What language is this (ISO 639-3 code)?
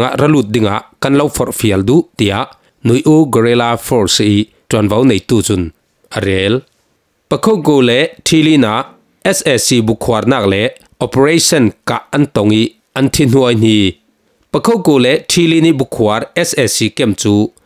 cfm